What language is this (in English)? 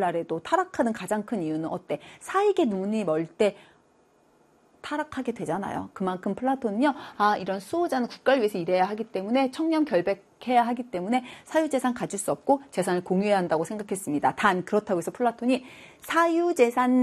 Korean